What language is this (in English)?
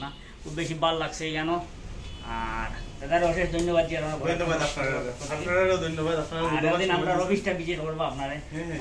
Sylheti